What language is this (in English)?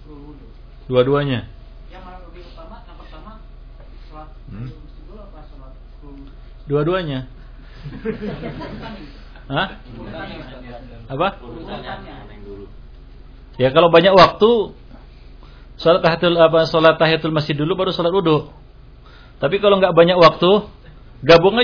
Indonesian